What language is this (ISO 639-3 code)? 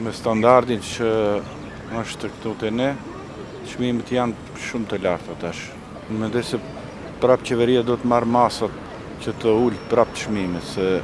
sqi